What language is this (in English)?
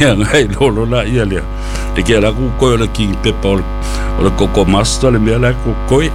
Samoan